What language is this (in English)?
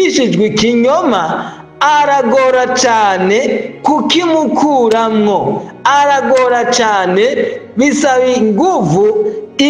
Rundi